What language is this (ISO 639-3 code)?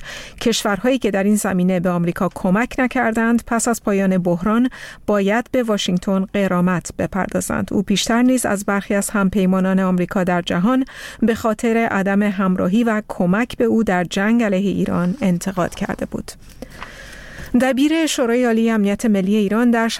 fas